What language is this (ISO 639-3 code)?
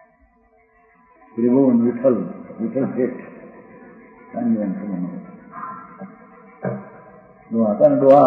guj